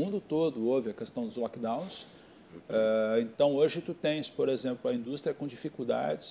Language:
Portuguese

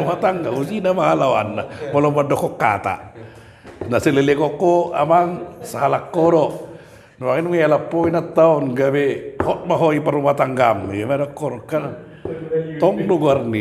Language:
Batak Toba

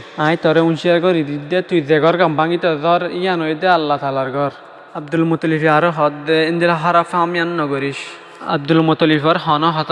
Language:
Rohingya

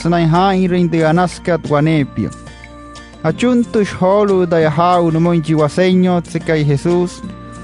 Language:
Wayuu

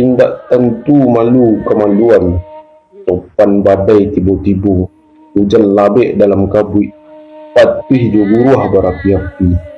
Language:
Minangkabau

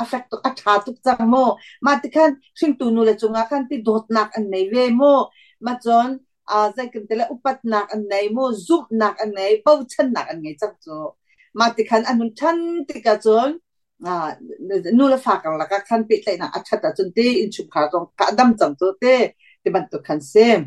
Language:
Hakha Chin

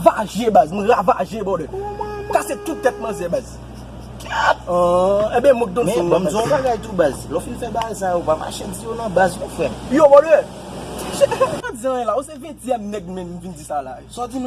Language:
Haitian Creole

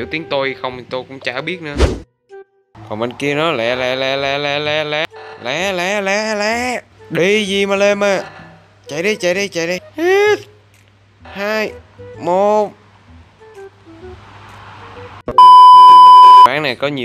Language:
Vietnamese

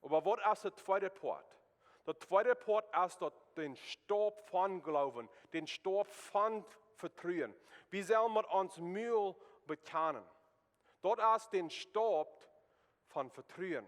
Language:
Plautdietsch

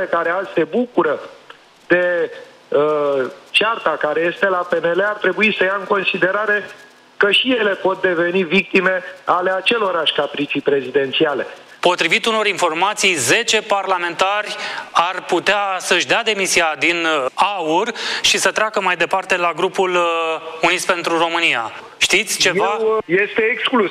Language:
Romanian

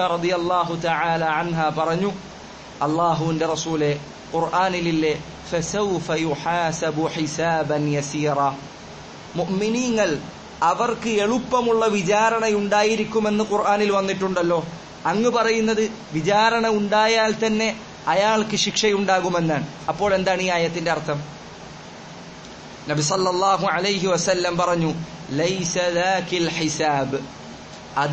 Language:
Malayalam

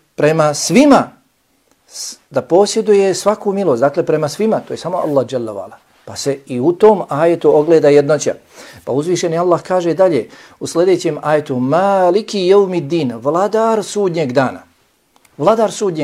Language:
Bosnian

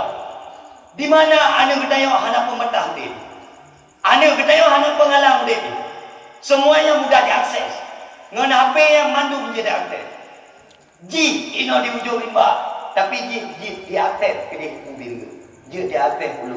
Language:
Achinese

